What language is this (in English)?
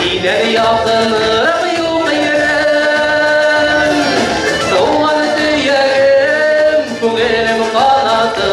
Bashkir